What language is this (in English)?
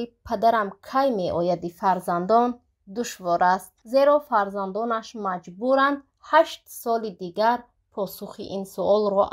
Tajik